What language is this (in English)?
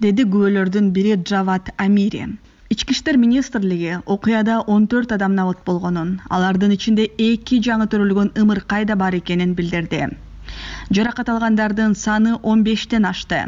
Kyrgyz